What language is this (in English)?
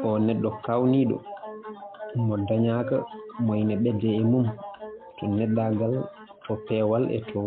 Fula